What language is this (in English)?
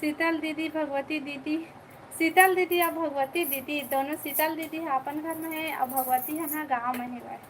Chhattisgarhi